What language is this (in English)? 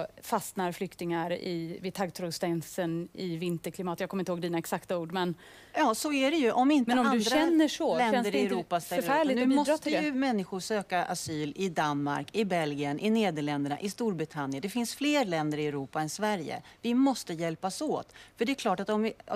Swedish